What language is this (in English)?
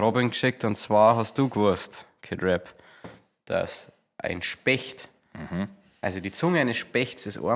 Bavarian